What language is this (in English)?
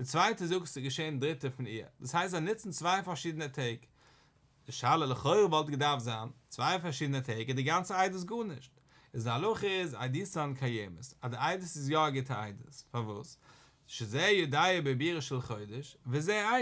Yiddish